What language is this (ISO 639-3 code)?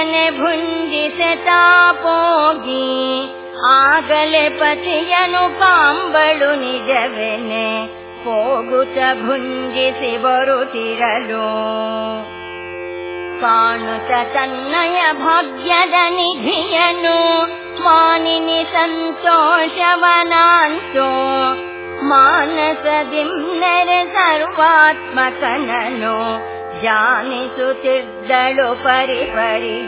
kan